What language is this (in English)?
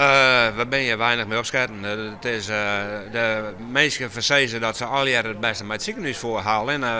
Western Frisian